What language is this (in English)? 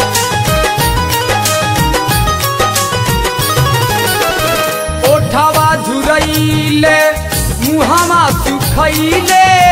Bhojpuri